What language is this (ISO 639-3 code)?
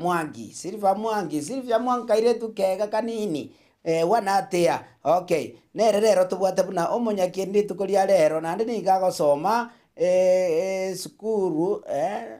guz